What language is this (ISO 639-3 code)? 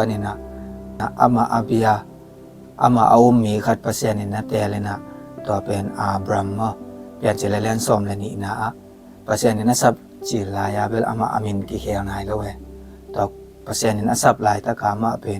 ctd